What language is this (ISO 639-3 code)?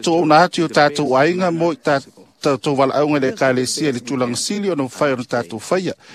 smo